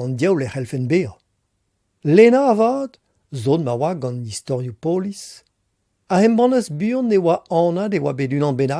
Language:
Breton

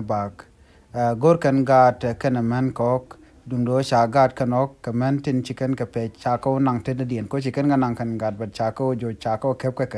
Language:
Nuer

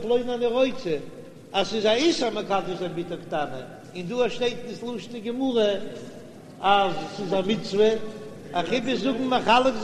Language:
Yiddish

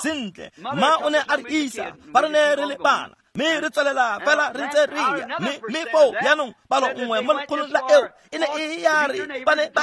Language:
Tswana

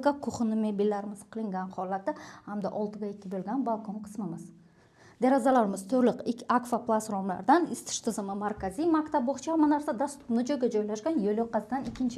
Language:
Uzbek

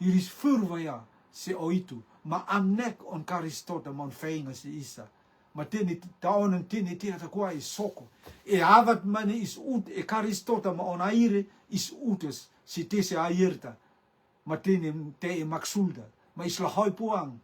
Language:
Rotuman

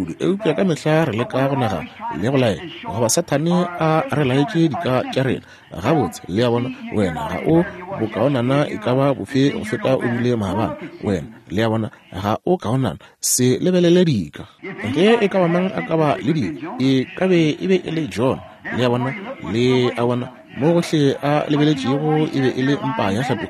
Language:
Northern Sotho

